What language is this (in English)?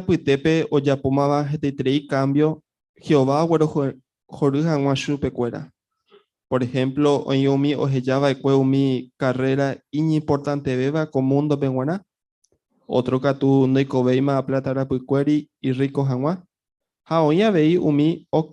Guarani